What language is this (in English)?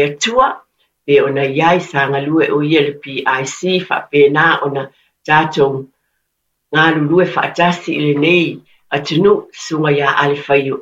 Samoan